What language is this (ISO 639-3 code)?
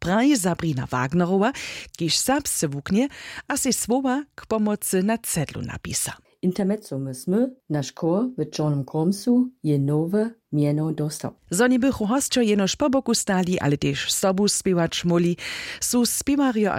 hsb